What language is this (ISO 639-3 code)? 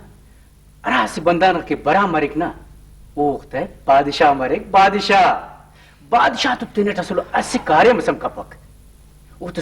brh